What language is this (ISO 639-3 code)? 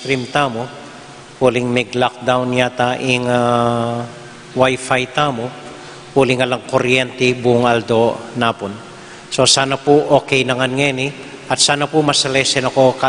pam